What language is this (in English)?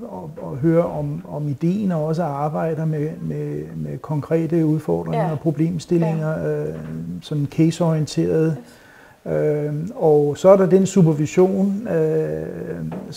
Danish